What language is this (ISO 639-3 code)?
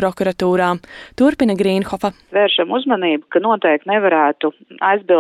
lav